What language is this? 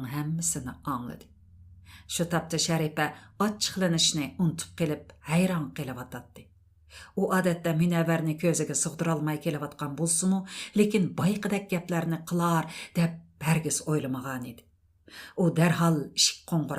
Uyghur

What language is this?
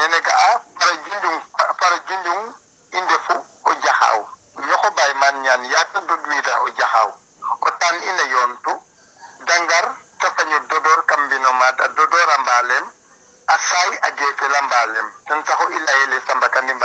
Serer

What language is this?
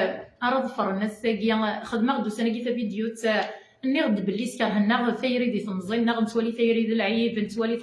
Kabyle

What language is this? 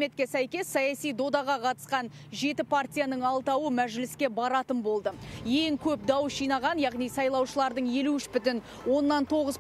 Kazakh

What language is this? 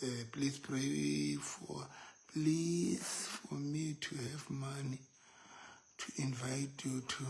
Southern Sotho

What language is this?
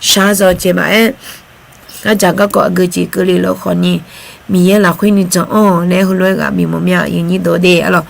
Akha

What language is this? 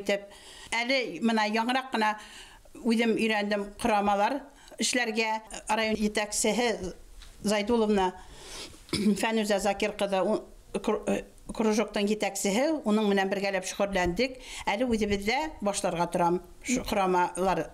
Bashkir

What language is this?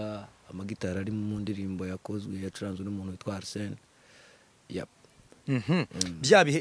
Kinyarwanda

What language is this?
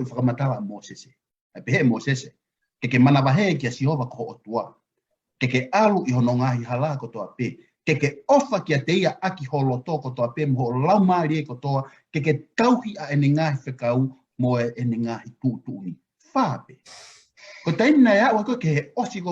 Tongan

